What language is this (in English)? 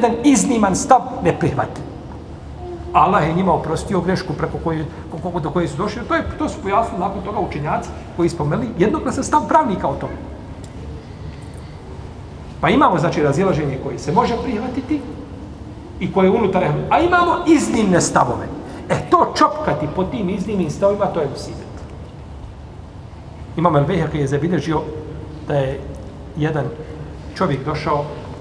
Bosnian